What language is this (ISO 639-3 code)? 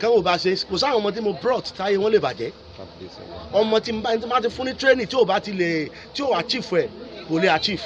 yor